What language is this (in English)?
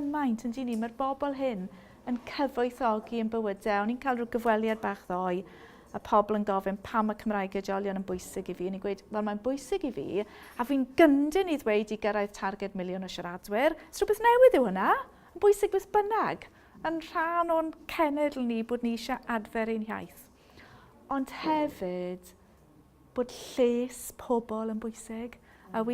Welsh